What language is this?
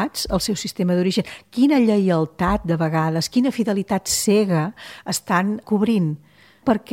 Catalan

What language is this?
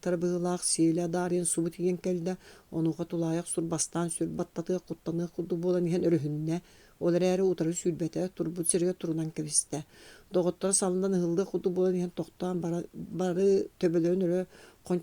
Yakut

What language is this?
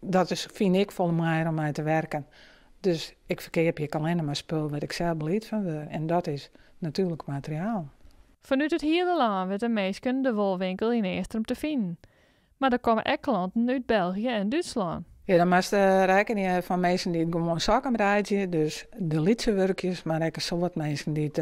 Western Frisian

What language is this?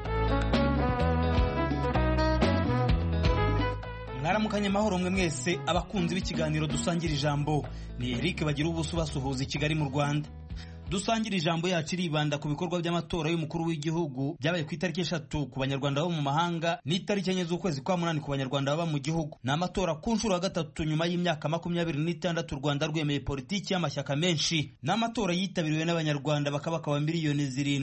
Kinyarwanda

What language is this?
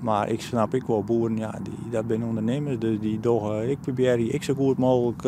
Western Frisian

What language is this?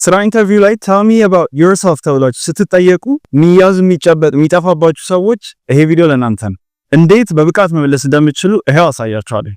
Amharic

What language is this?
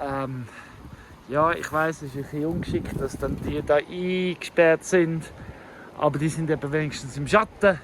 Swiss German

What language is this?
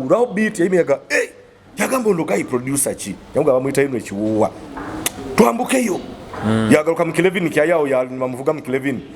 Nyoro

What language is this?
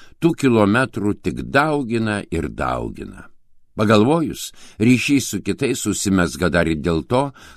Lithuanian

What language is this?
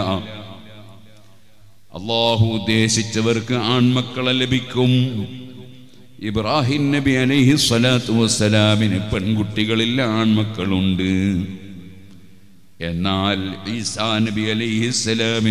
Malayalam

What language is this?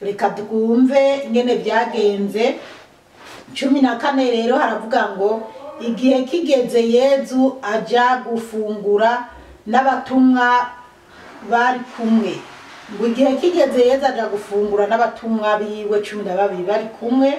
Rundi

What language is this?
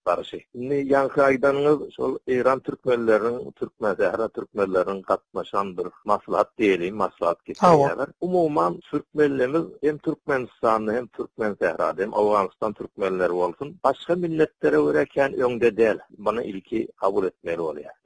Turkmen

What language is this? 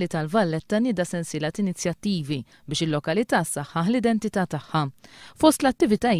Maltese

